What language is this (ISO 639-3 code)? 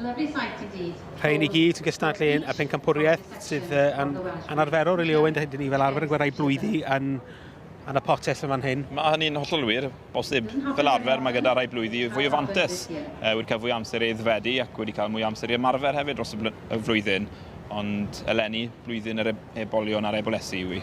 cym